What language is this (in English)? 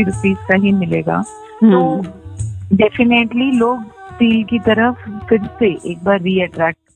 Hindi